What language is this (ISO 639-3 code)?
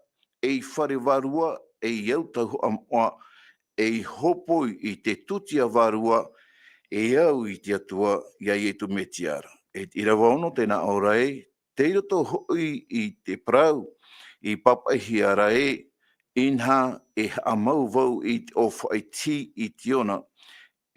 tah